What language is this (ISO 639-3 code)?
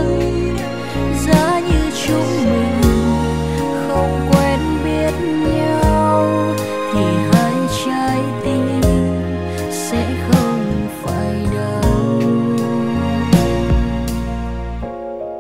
vie